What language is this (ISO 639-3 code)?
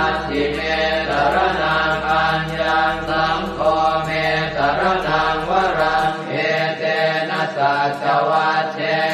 pli